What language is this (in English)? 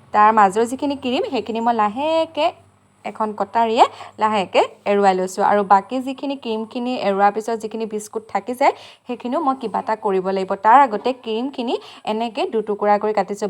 Assamese